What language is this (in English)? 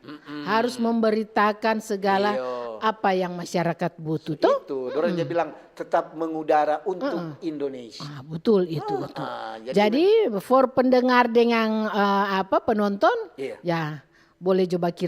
Manado Malay